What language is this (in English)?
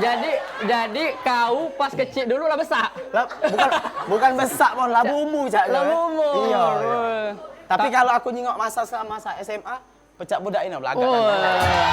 Musi